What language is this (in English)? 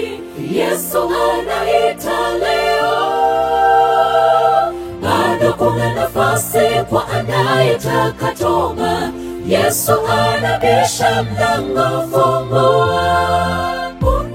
Swahili